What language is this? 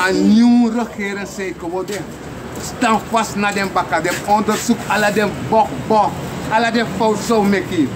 Sranan Tongo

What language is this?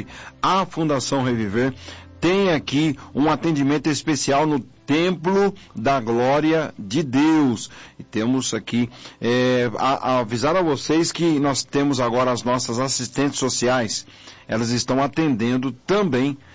Portuguese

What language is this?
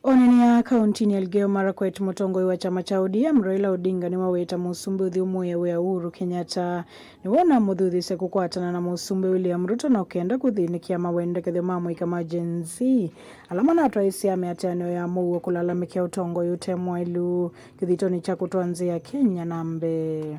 Kamba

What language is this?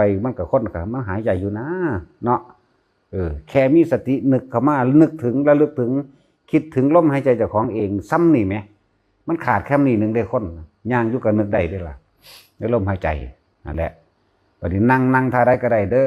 Northeastern Thai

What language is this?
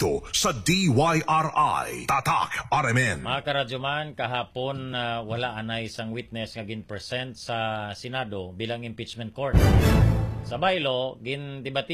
Hiligaynon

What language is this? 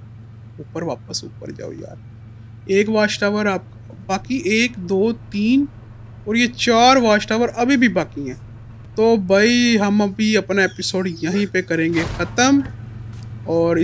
Hindi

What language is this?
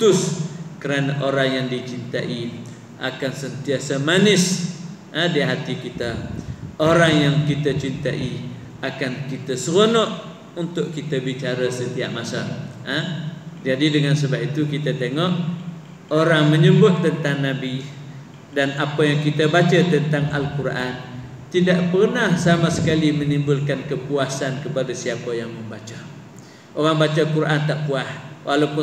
Malay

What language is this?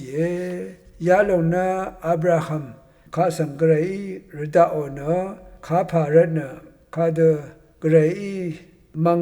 Rawang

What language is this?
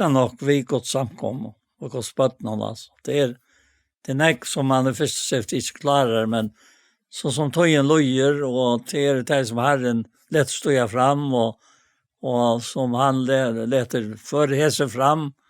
Faroese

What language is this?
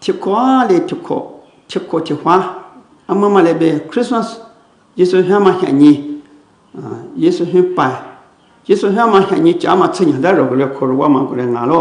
Lisu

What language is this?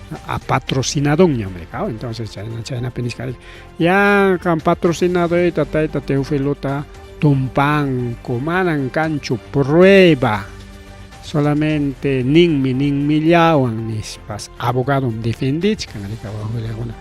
Ayacucho Quechua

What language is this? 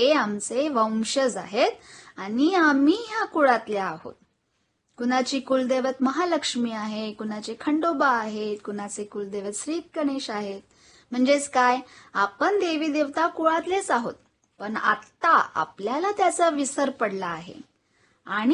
Marathi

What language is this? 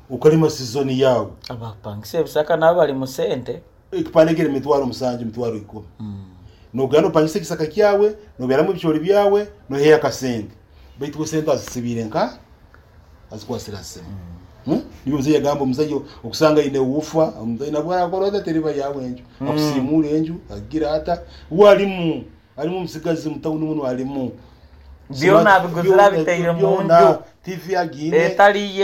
Nyoro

